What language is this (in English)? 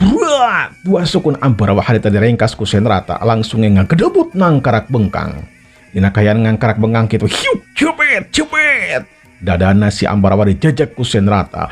Sundanese